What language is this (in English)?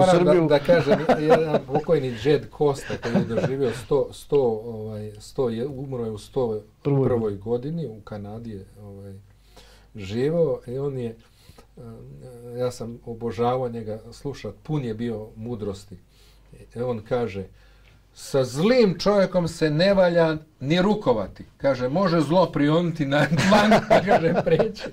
Bosnian